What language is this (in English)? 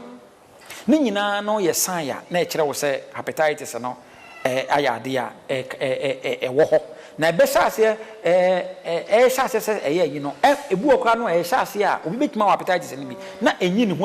Akan